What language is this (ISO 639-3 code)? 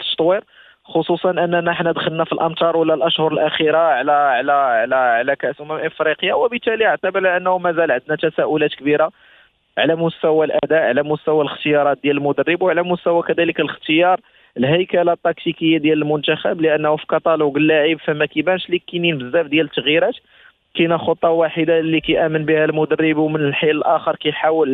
ary